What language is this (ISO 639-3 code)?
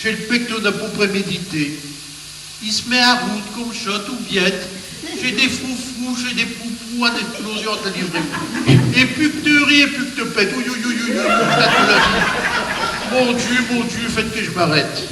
pcd